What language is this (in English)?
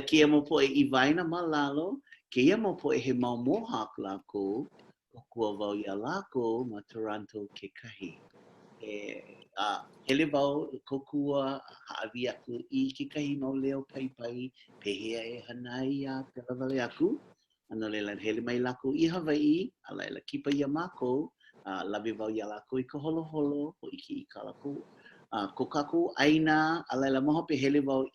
Hawaiian